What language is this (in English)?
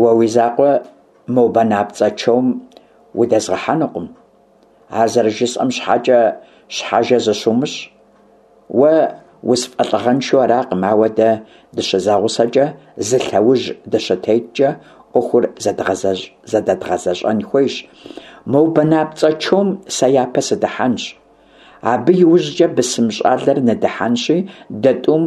Kabardian